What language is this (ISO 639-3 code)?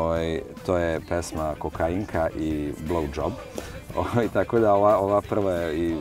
srp